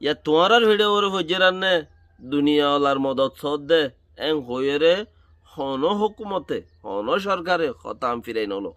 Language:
Rohingya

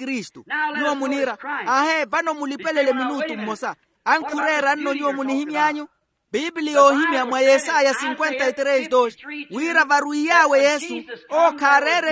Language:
Makhuwa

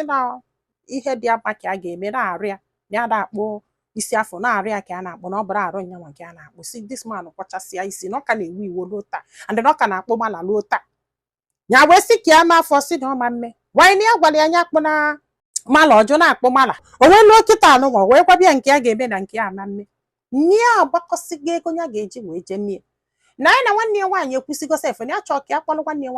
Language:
Igbo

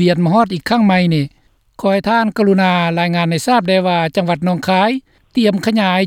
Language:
Lao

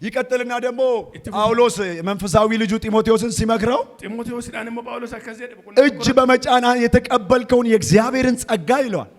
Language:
Amharic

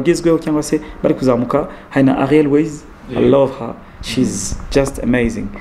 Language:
Kinyarwanda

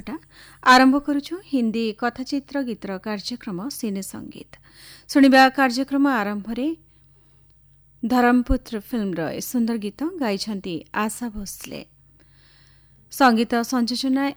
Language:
Odia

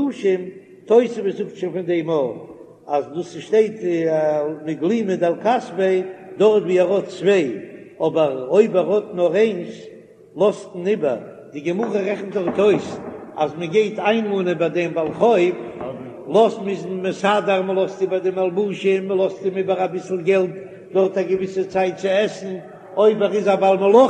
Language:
Yiddish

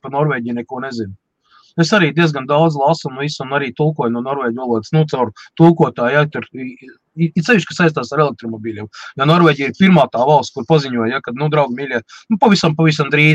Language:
Latvian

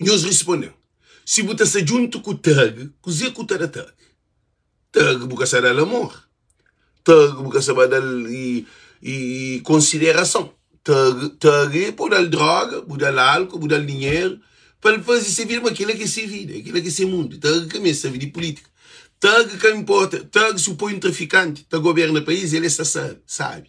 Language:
Kabuverdianu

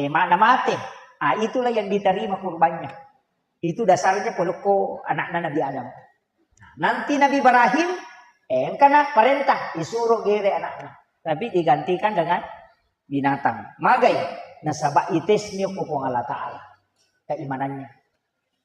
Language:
Buginese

